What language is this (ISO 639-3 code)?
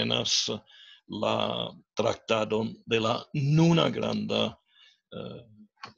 epo